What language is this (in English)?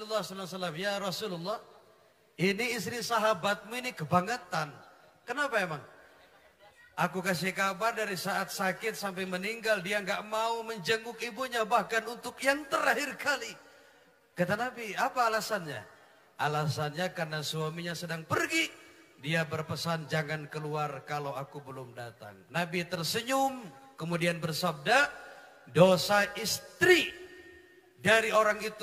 Indonesian